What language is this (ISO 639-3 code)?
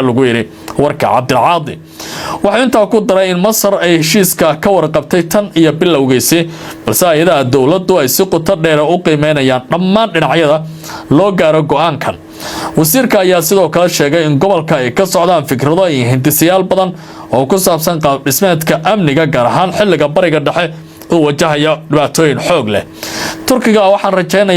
som